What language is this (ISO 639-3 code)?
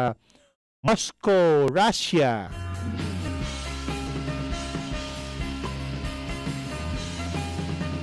fil